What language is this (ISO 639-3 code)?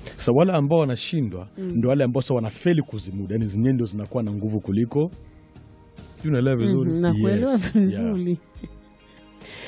swa